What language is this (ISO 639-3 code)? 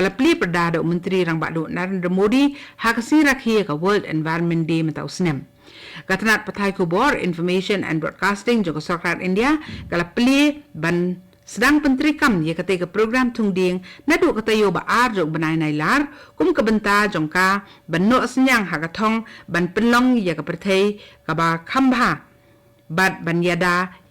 kha